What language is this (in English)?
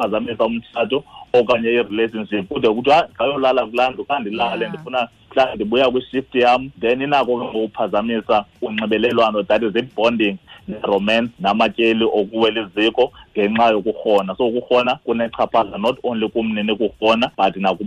Xhosa